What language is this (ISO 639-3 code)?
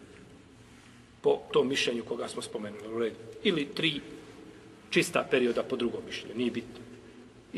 bos